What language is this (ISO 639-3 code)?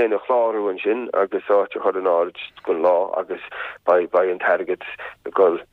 gle